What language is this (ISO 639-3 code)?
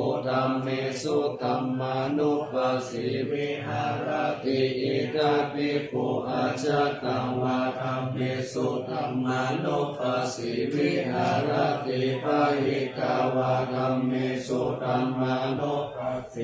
pli